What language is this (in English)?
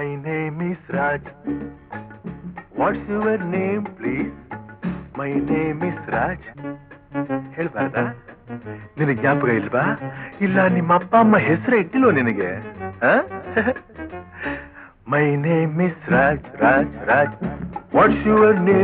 Kannada